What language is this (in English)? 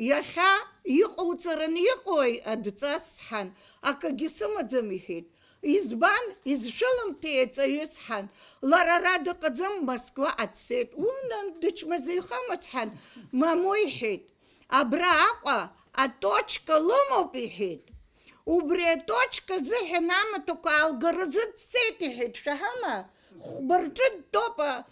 Abkhazian